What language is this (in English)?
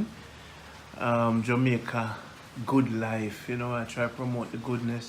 Jamaican Creole English